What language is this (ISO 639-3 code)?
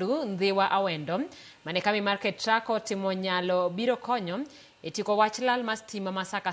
luo